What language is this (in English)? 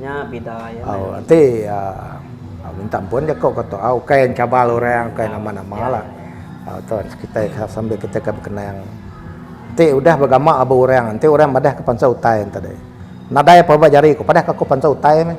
Iban